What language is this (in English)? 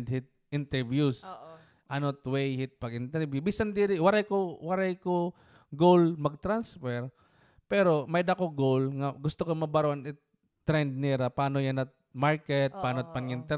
Waray